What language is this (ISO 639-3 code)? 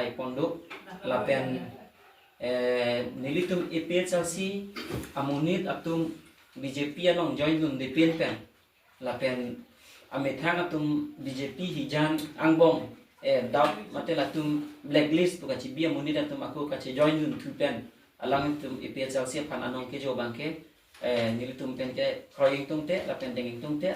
mjw